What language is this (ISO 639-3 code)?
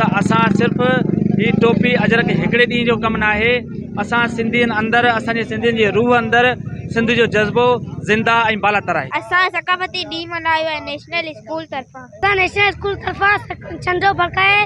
snd